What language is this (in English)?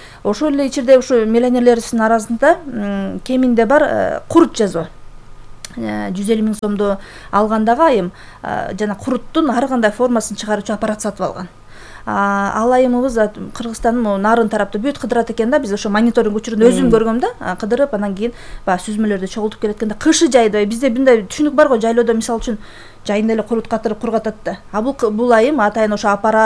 Kyrgyz